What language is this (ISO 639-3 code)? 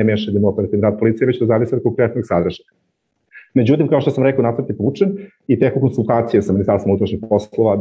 srp